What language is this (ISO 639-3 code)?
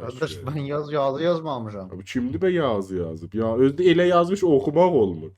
azb